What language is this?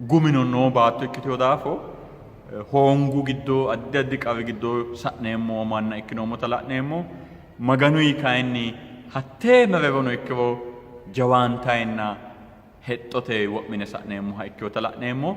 Sidamo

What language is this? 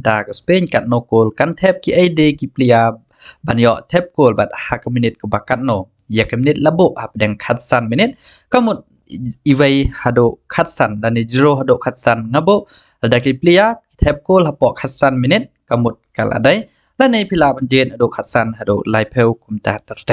Khasi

